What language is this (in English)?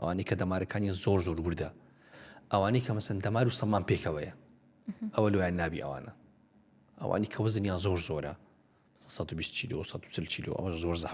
Central Kurdish